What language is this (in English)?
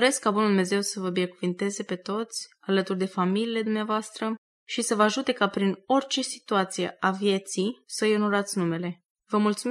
Romanian